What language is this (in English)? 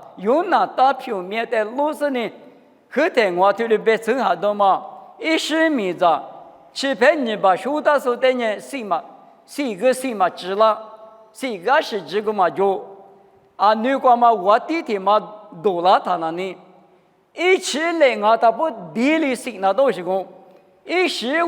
Lisu